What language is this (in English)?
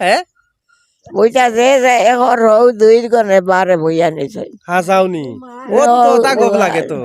Sylheti